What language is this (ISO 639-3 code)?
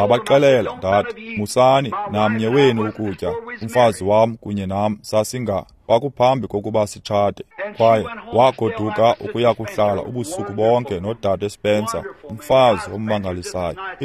xho